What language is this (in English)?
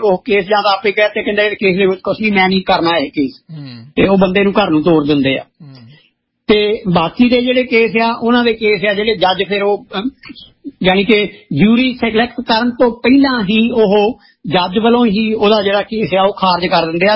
Punjabi